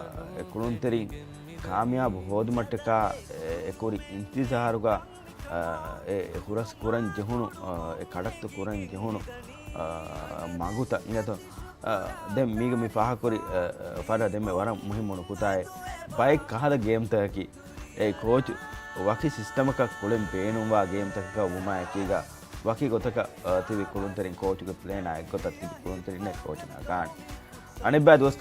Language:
Divehi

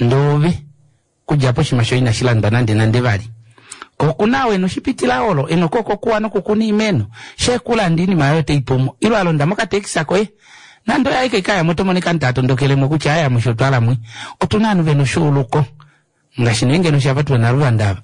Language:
Kuanyama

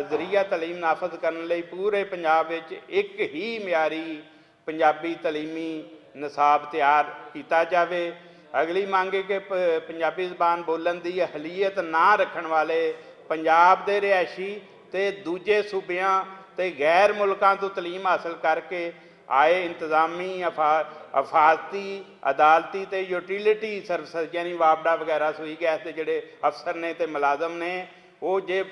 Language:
Western Panjabi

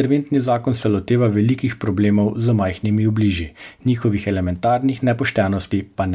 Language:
Slovenian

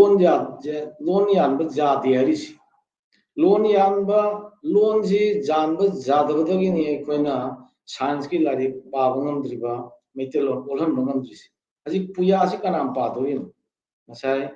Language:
Manipuri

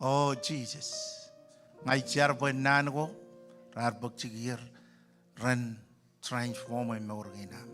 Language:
Marshallese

